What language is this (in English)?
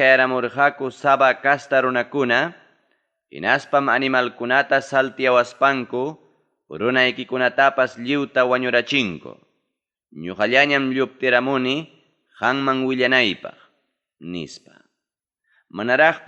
Ayacucho Quechua